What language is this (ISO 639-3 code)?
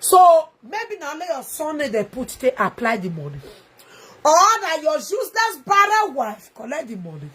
pcm